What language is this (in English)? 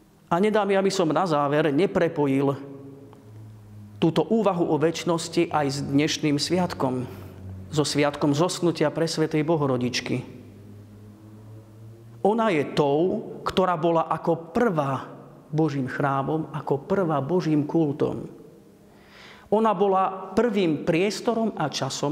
Slovak